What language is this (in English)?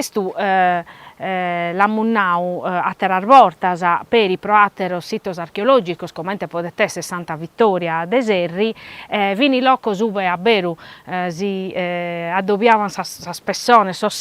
Sardinian